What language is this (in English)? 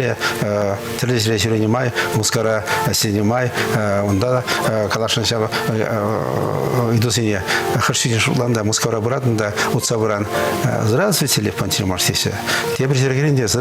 Chuvash